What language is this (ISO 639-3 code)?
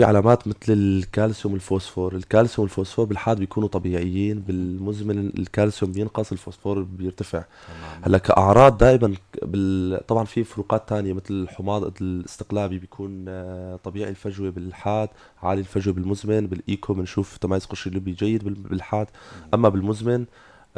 apc